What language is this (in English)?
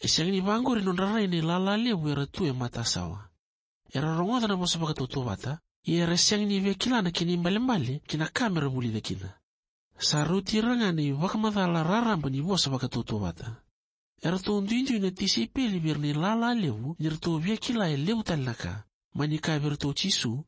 Fijian